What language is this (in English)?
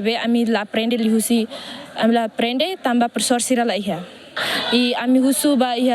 Tetum